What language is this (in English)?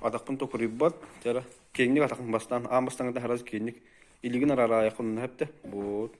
Yakut